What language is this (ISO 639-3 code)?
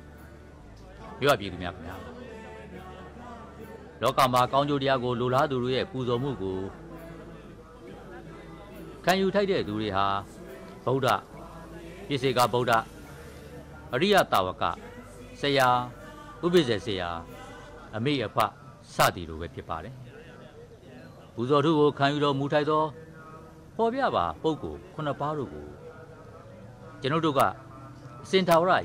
mya